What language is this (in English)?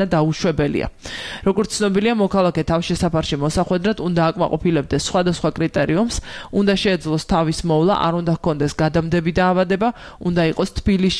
Georgian